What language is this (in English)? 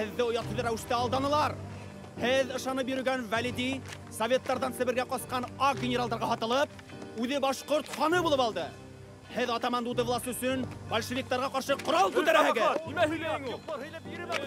Bashkir